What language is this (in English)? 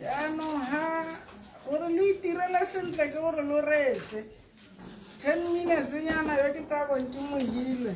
Tswana